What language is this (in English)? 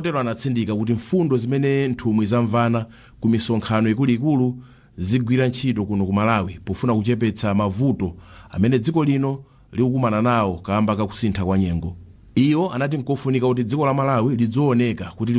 Nyanja